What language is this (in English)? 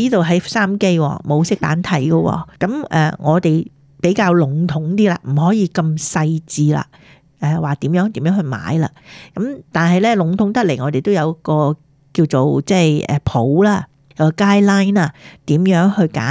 Cantonese